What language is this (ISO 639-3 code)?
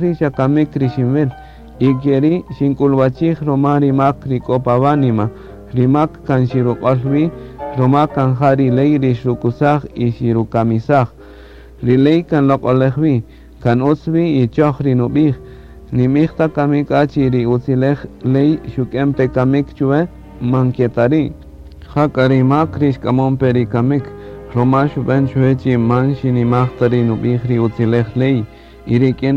cak